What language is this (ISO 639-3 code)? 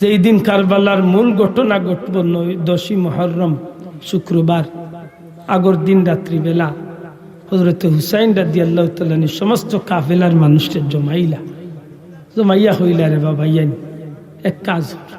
syl